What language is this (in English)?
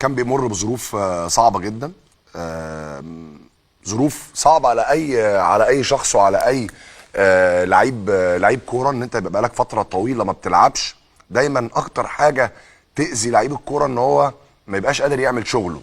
Egyptian Arabic